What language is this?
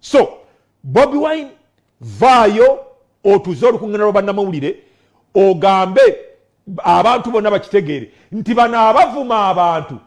Ganda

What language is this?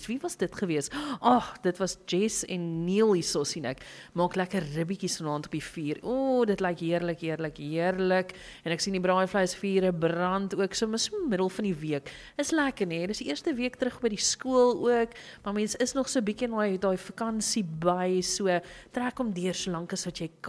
Afrikaans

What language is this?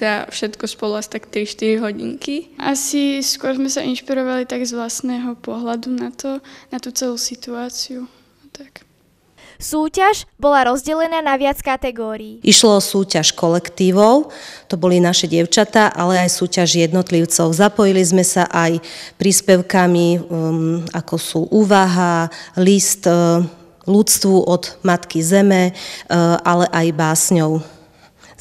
Slovak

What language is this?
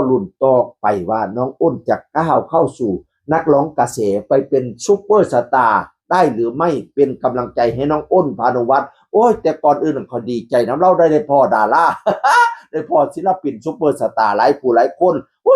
Northeastern Thai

